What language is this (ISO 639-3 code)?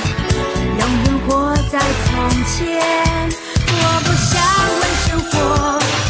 zho